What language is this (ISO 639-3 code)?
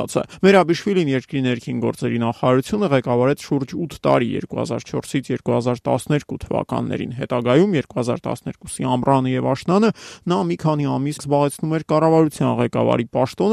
hye